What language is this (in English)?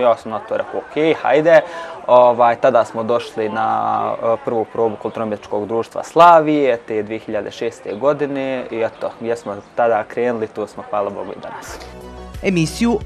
Bosnian